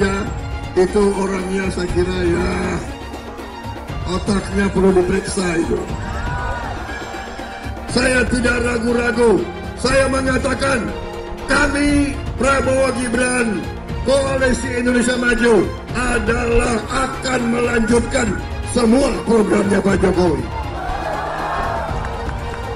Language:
Indonesian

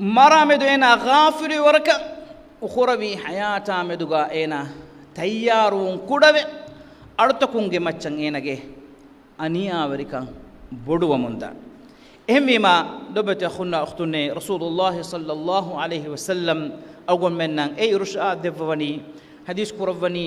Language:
Divehi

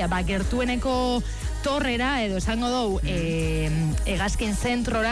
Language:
Basque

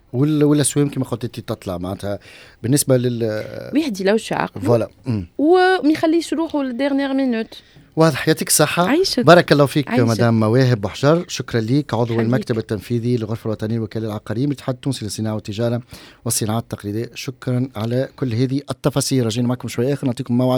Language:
Tunisian Arabic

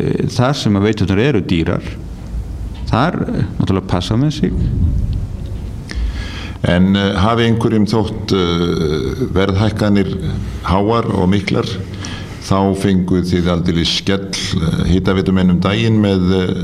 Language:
Icelandic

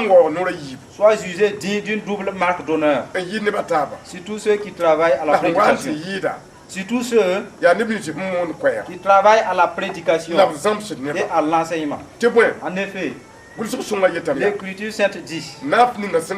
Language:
Mossi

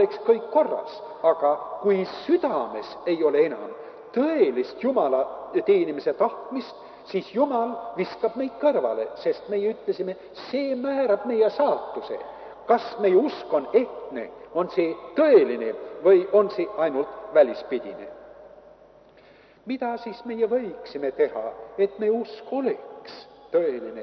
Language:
Estonian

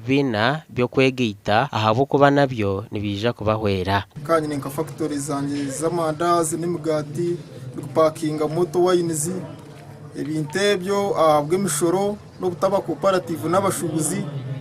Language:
Nyankole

